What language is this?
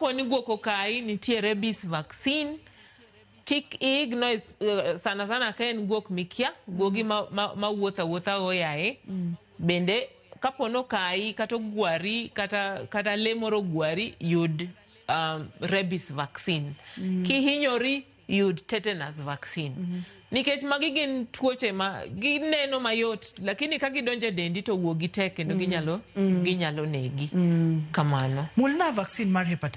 Luo (Kenya and Tanzania)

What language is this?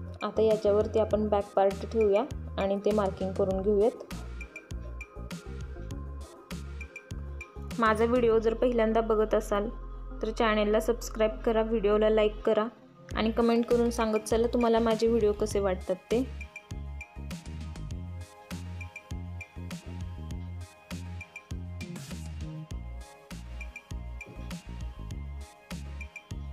Marathi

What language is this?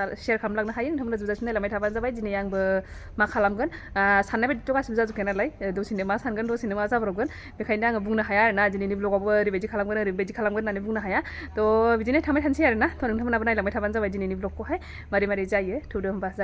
Bodo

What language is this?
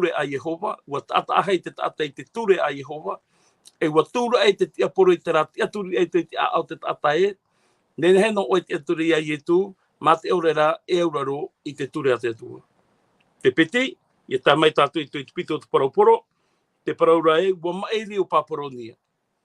Tahitian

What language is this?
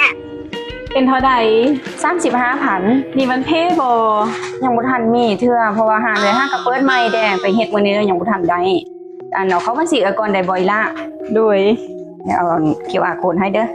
Lao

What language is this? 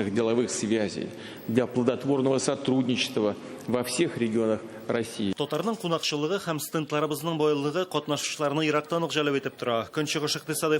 Tatar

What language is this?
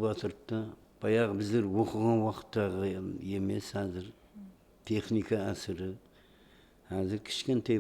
Kara-Kalpak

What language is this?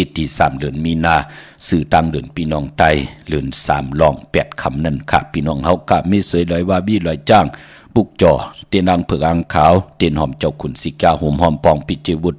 Shan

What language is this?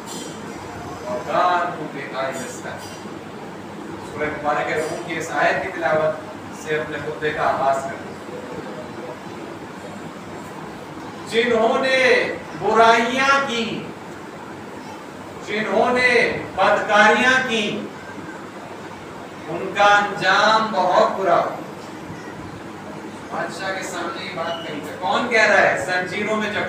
Urdu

